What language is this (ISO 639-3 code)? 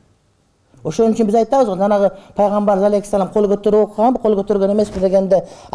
kir